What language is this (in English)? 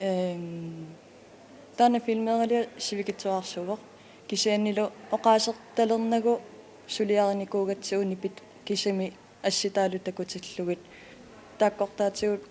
Kalaallisut